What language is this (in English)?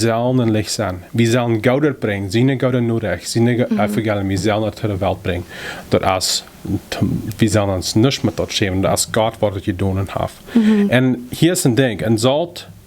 Plautdietsch